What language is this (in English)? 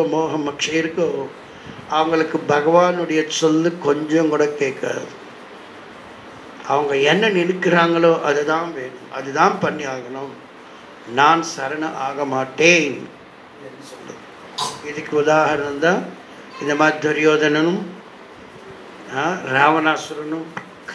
Tamil